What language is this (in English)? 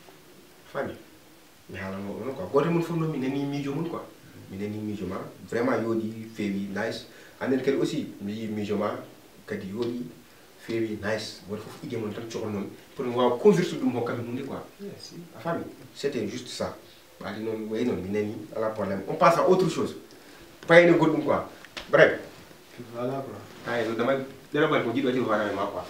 Fula